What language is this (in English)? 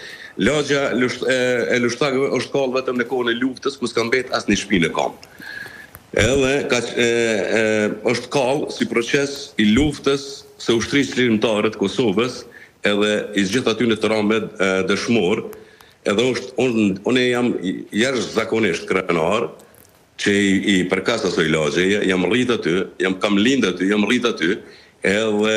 Albanian